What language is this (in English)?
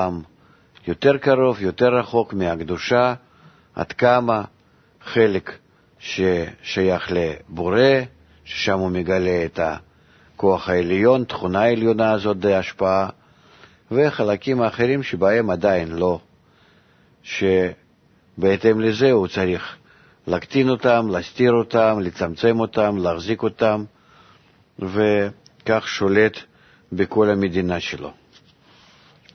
Hebrew